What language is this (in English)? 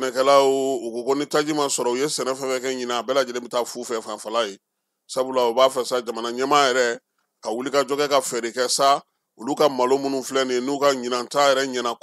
Bambara